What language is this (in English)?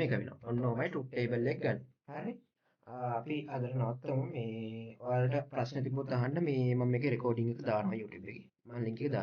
Sinhala